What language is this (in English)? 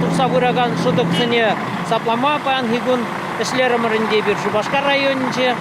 Chuvash